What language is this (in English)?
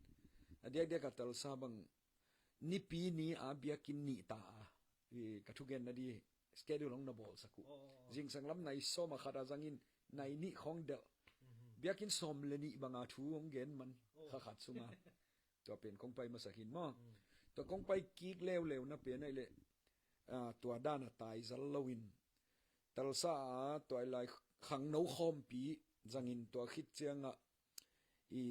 Tedim Chin